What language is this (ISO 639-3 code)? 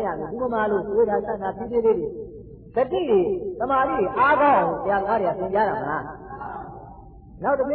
mya